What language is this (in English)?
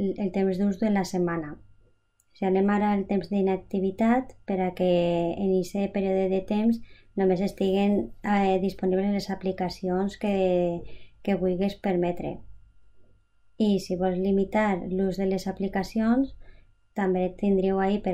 Catalan